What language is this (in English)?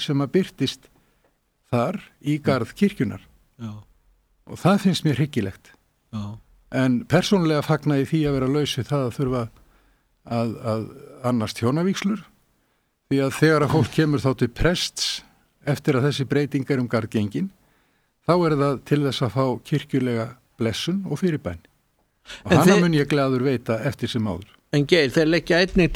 Icelandic